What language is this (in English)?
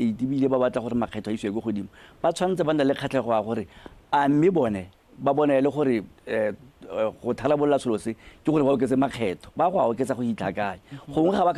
Tswana